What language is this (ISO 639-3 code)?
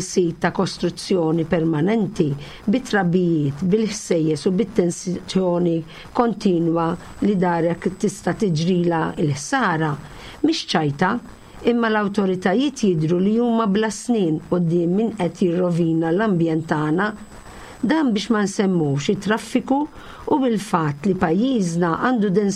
mlt